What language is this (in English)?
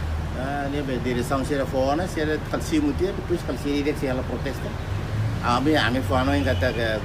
Tetum